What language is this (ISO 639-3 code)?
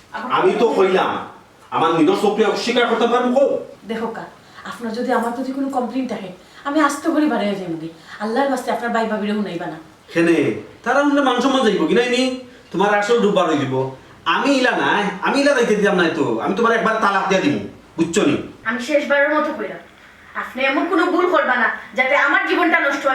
syl